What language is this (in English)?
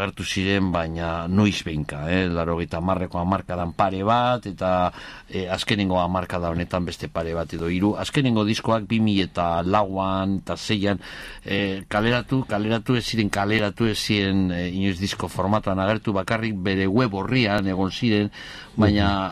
Basque